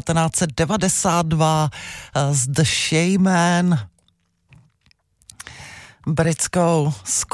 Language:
Czech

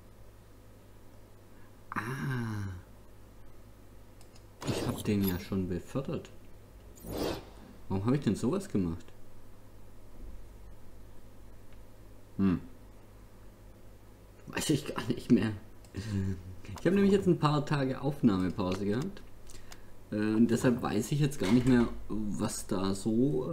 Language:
German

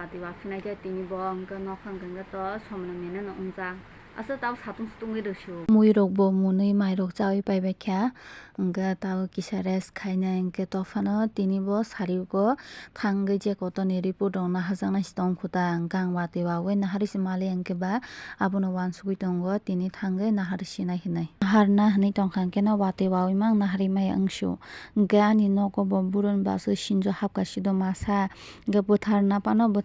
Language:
Kok Borok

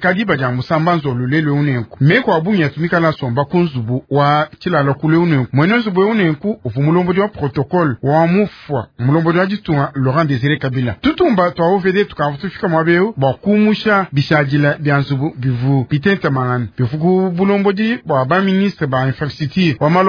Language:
Luba-Lulua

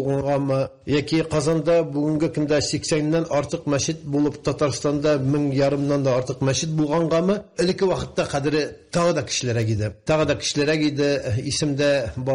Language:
Tatar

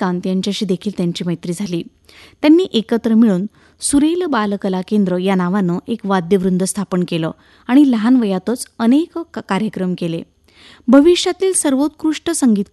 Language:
Marathi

